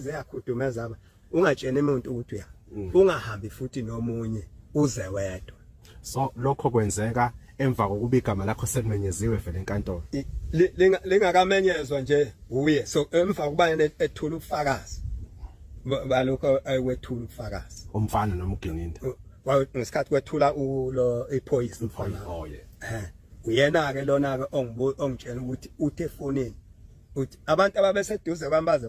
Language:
Zulu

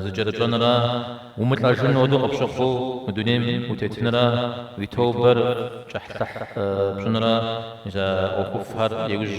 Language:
Kabardian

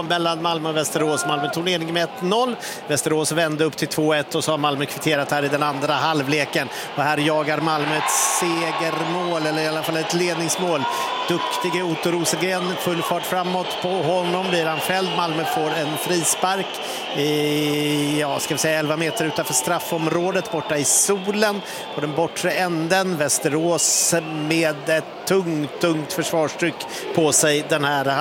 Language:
Swedish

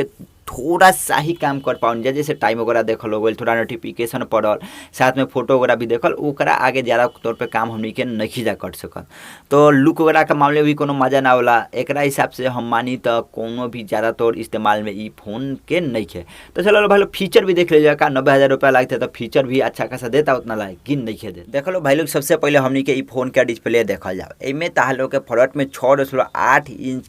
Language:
Bhojpuri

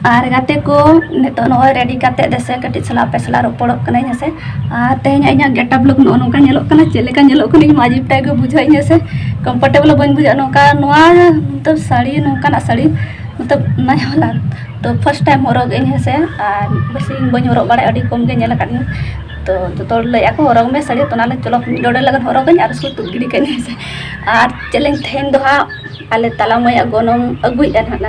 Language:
Santali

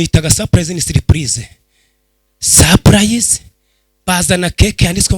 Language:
Kinyarwanda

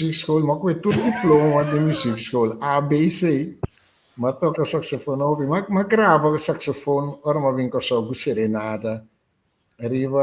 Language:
Papiamento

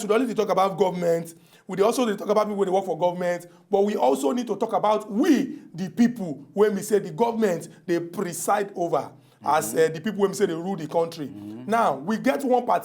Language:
Nigerian Pidgin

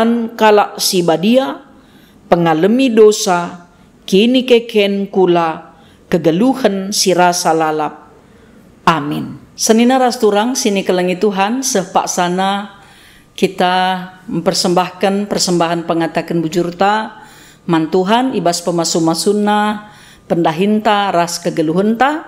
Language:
Batak Karo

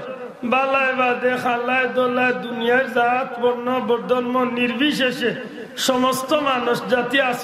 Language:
Sylheti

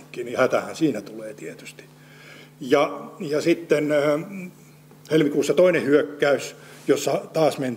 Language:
Finnish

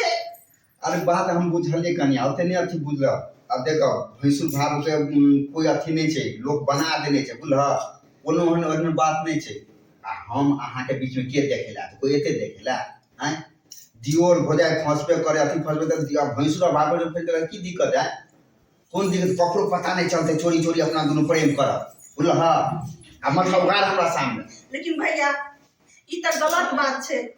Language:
Maithili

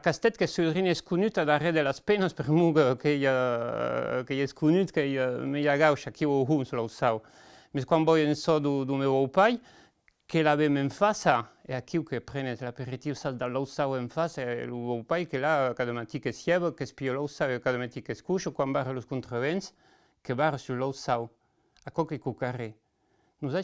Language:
Occitan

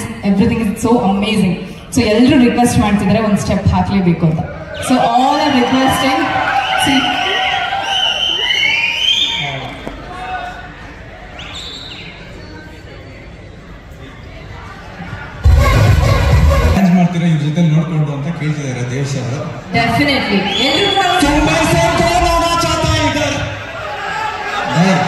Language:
Kannada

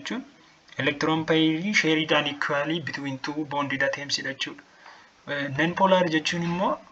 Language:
Oromo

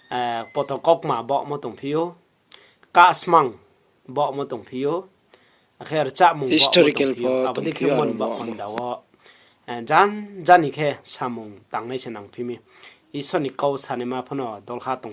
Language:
Riang (India)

